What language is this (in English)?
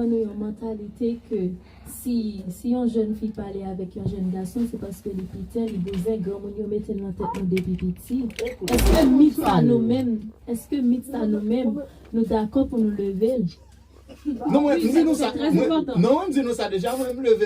Haitian Creole